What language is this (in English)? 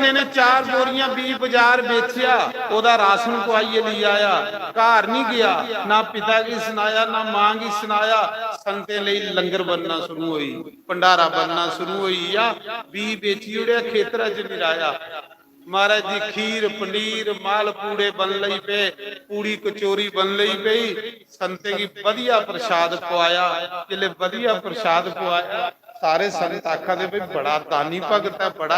Dogri